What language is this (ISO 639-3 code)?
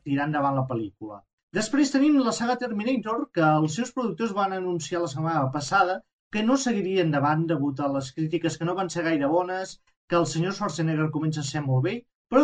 cat